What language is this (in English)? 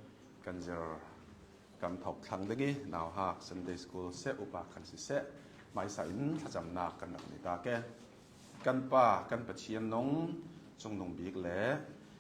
Hakha Chin